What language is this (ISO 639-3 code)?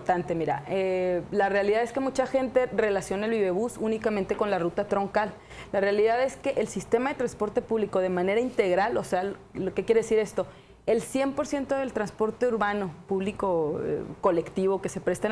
spa